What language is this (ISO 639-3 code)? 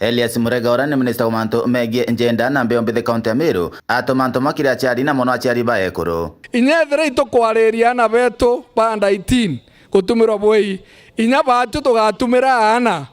mer